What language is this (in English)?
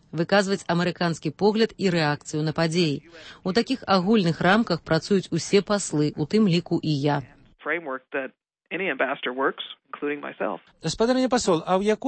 Belarusian